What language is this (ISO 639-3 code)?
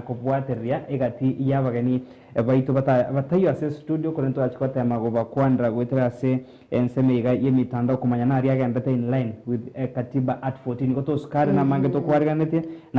guz